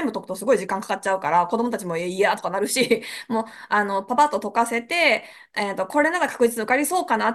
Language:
Japanese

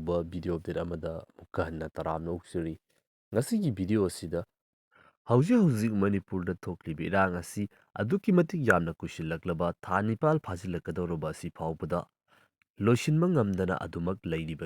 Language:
Manipuri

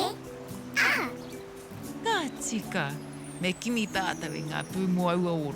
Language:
Māori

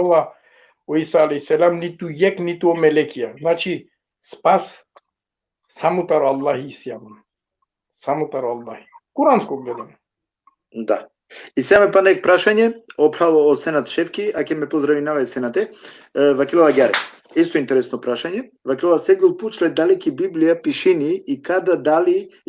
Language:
Balkan Romani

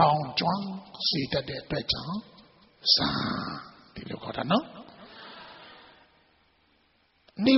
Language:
Burmese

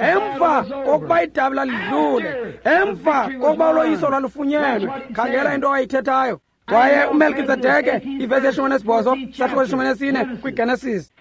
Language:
Xhosa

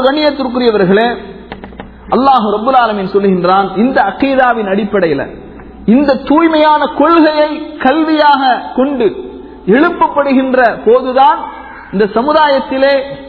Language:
Tamil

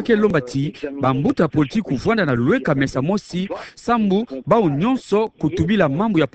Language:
Kituba (Democratic Republic of Congo)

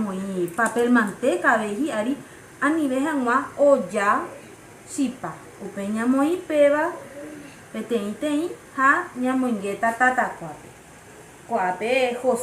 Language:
Guarani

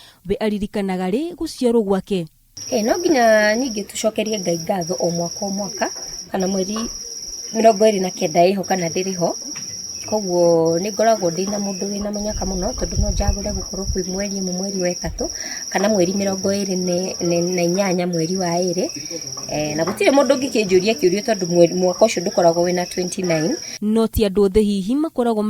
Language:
Kikuyu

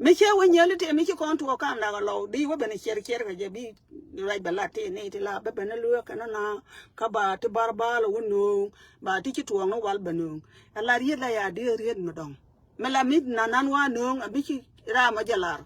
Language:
Nuer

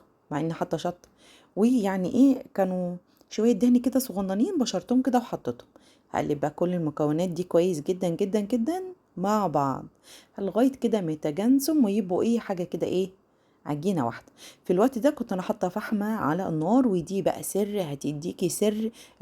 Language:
Egyptian Arabic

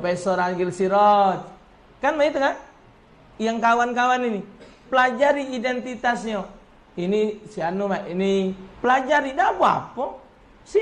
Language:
Musi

